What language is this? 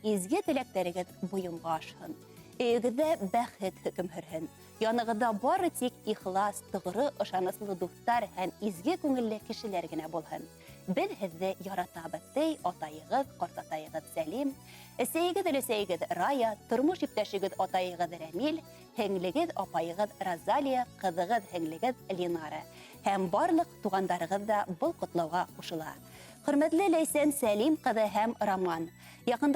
Bashkir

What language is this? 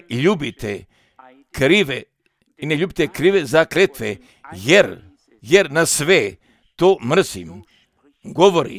Croatian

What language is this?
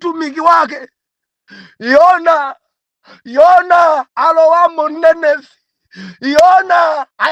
Nyanja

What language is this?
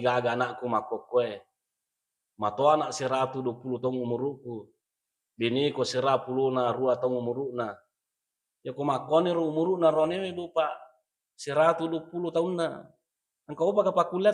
Buginese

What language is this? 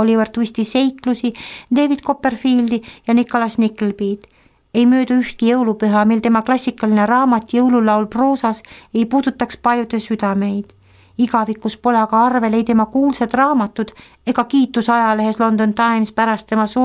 Estonian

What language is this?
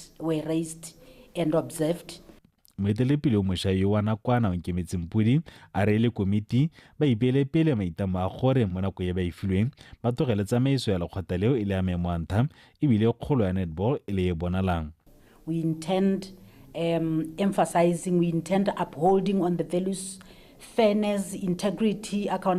Tswana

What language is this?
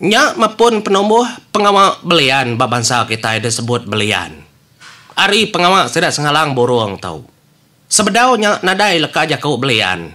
Iban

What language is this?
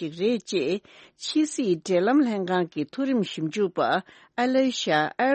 Tibetan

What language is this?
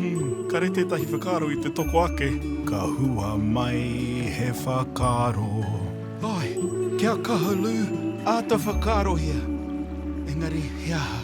Māori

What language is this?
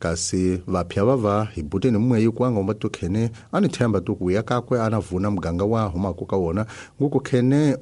Tsonga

